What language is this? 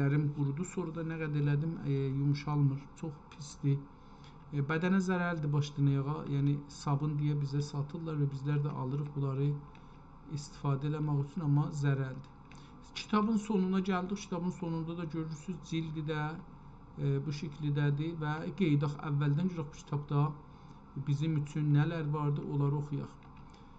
South Azerbaijani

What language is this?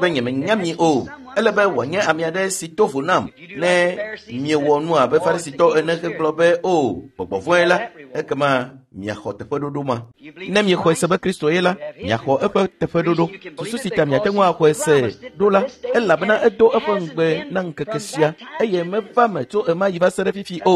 Ewe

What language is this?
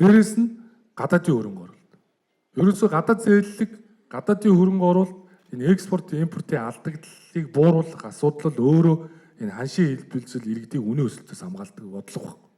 Mongolian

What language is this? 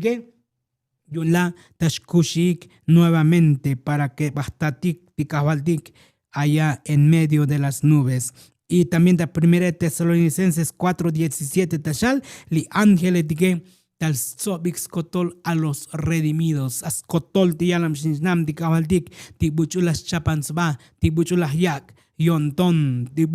Tzotzil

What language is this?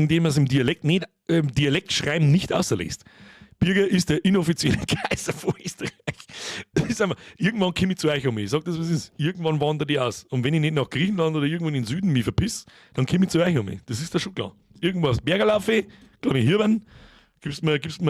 Bavarian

